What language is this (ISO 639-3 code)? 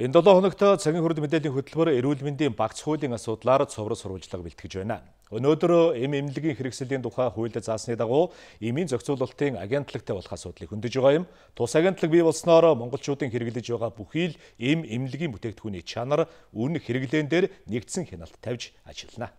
mon